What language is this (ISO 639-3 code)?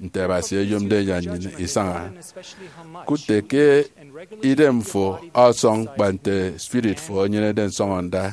efi